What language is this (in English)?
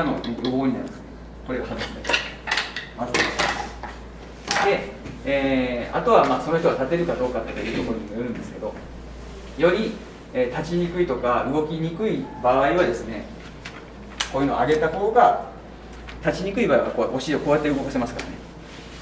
Japanese